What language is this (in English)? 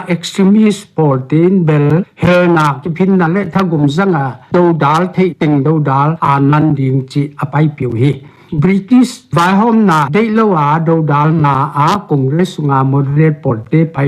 Paite Chin